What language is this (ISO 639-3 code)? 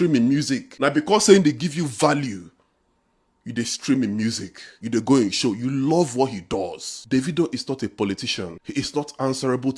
pcm